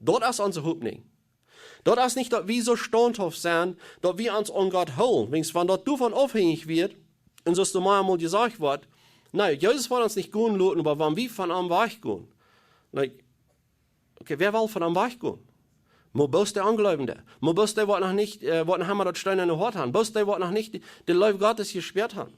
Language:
Plautdietsch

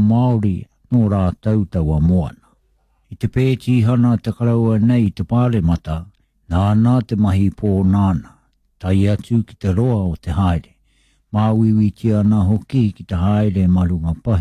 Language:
Māori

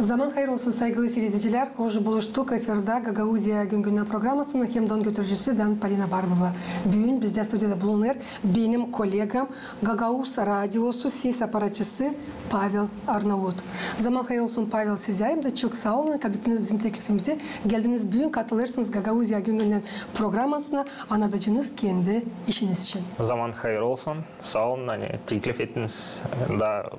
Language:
Gagauz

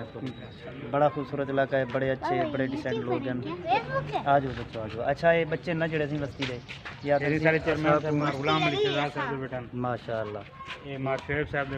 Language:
Saraiki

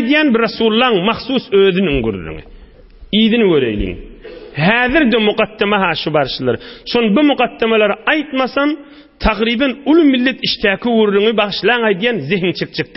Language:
Turkmen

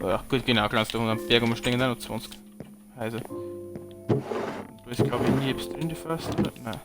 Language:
Bavarian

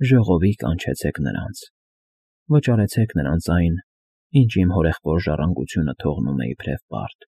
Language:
Armenian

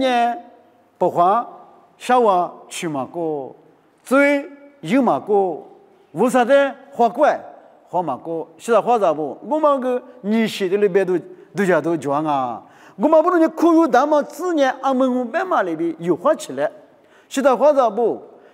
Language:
Lisu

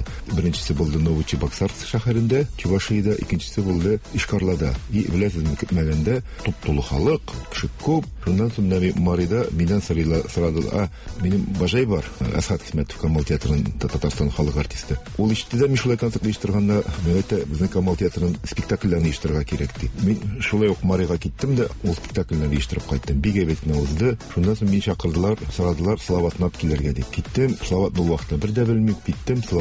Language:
Tatar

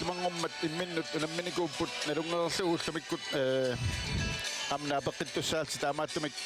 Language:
Kalaallisut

